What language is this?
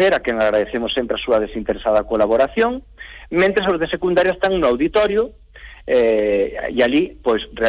Galician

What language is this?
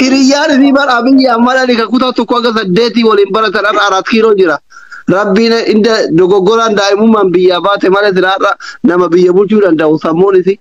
Oromo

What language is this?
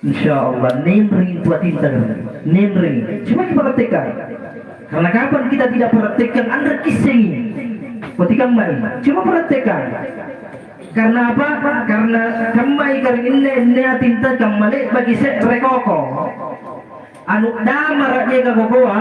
Makasar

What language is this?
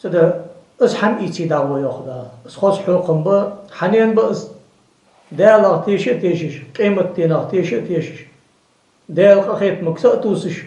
Ingush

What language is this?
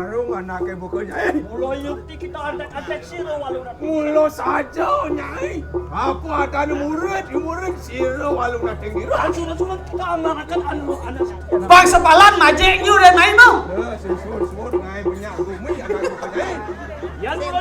Balinese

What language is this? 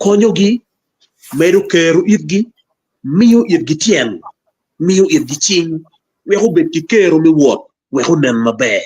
Acoli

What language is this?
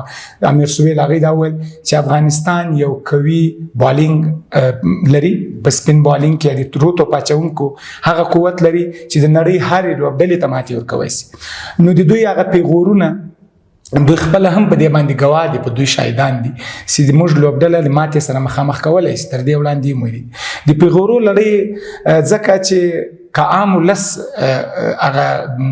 Pashto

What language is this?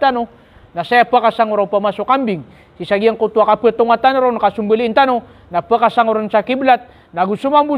Maranao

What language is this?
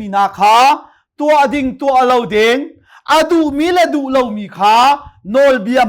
Hakha Chin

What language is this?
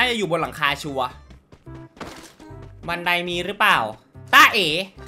Thai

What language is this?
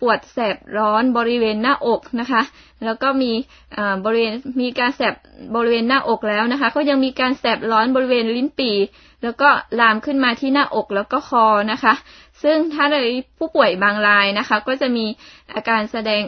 Thai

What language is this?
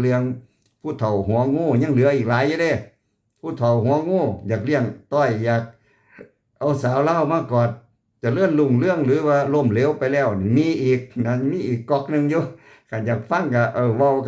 Lao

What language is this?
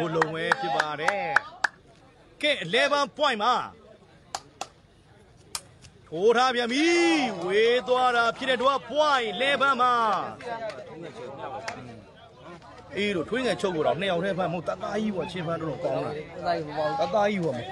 Burmese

